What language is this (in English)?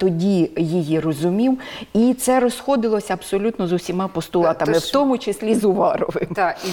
Ukrainian